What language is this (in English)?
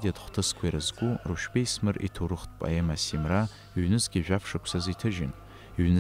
Abkhazian